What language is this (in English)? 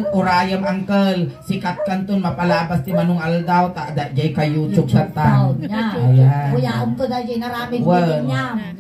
Iloko